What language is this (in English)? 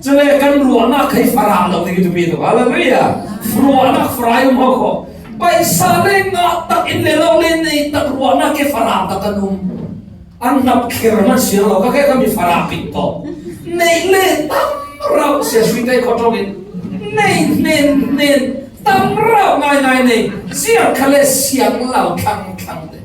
Falam Chin